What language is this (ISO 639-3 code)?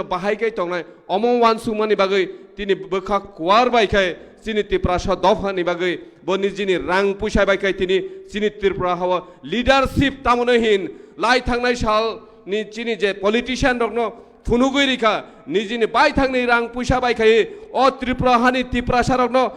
trp